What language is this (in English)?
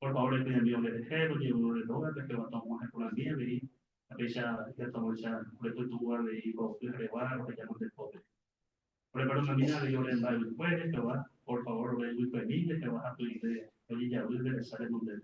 Guarani